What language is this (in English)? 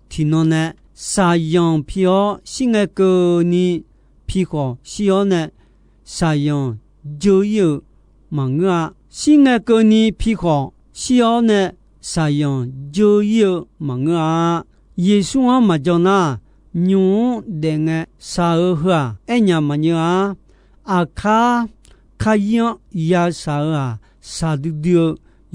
Akha